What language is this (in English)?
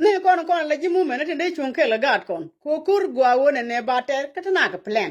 Nuer